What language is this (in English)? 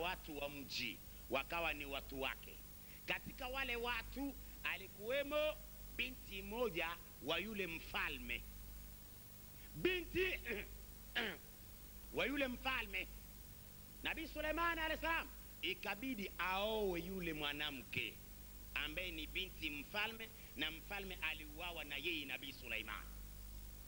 Swahili